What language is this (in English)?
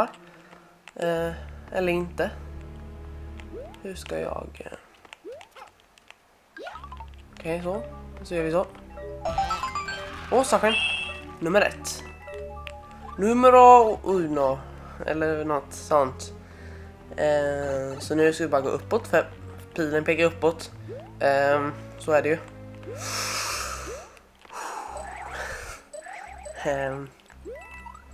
Swedish